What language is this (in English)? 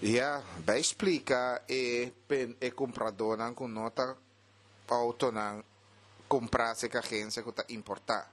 Papiamento